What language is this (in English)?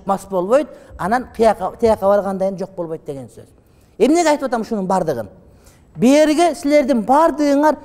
Kyrgyz